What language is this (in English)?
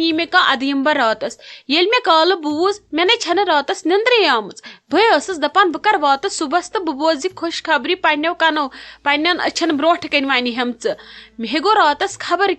Kashmiri